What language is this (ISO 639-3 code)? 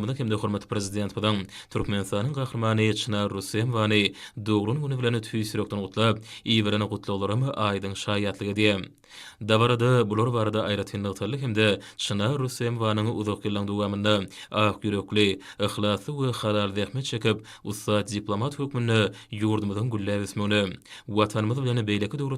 tuk